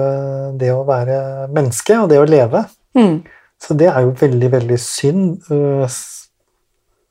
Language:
Norwegian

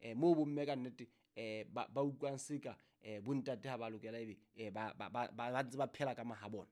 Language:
Southern Sotho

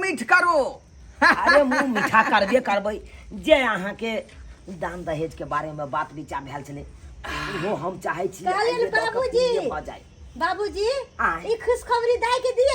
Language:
Maithili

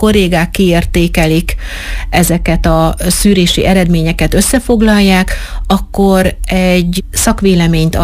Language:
Hungarian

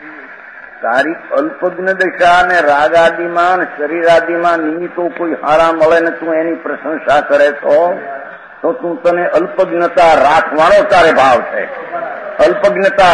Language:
Gujarati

